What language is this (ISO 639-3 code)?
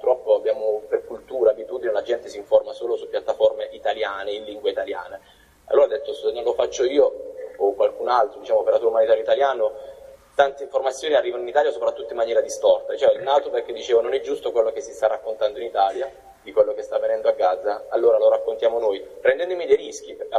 ita